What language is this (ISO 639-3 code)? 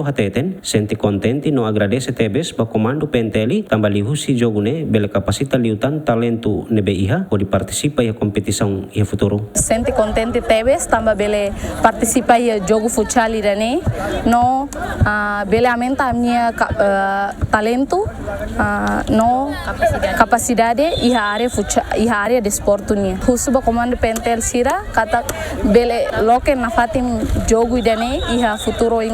tet